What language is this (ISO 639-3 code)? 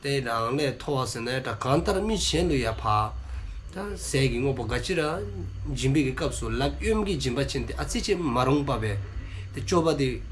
dzo